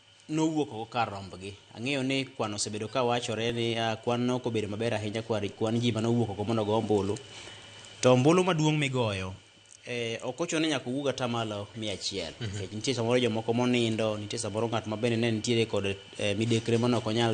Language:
Luo (Kenya and Tanzania)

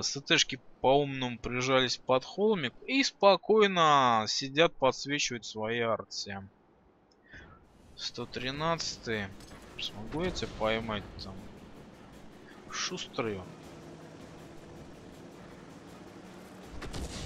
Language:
Russian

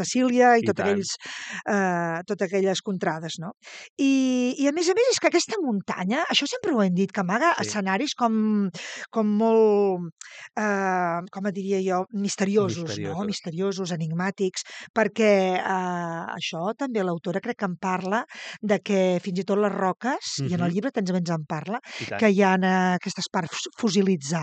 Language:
Catalan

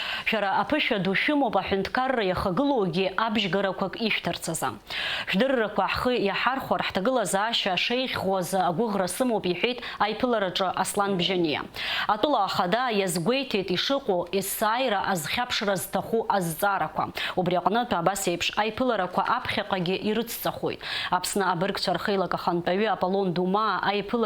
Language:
Abkhazian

